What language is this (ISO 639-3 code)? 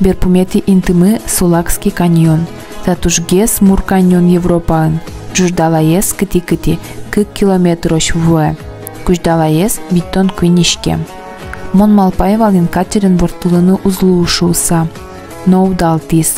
udm